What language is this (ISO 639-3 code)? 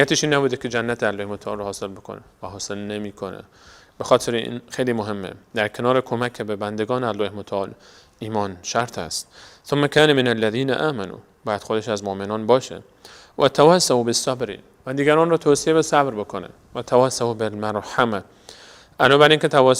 fas